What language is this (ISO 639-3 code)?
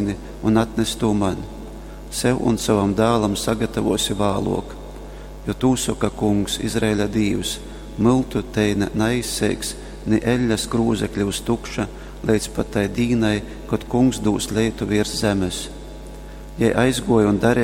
ltg